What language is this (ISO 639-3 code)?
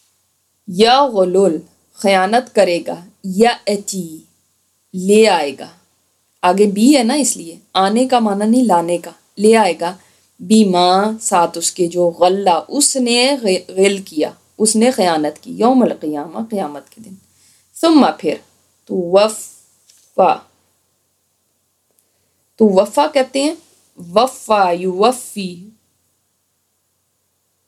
urd